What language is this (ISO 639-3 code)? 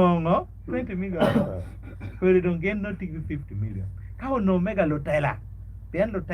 ach